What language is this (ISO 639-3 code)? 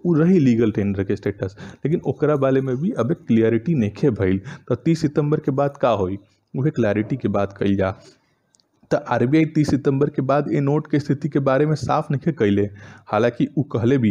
bho